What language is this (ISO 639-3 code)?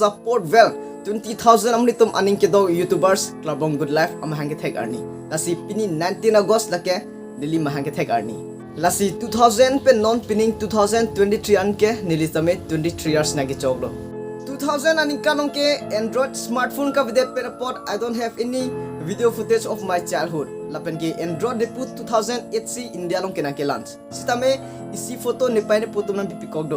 mjw